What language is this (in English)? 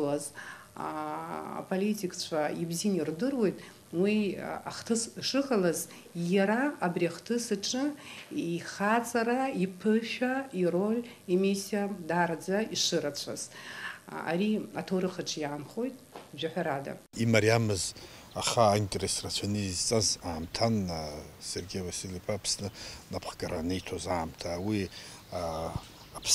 Abkhazian